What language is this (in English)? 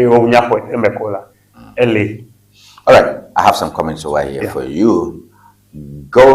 Ewe